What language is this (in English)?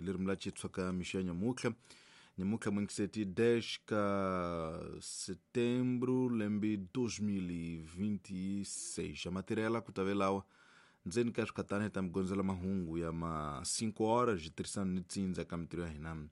Tsonga